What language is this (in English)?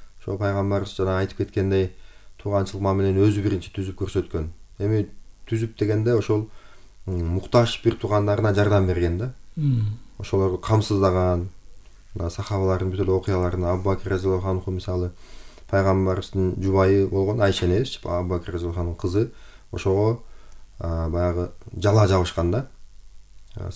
Kyrgyz